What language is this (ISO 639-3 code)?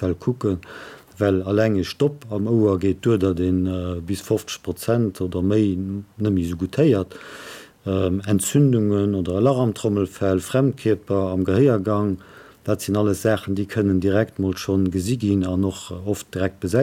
ltz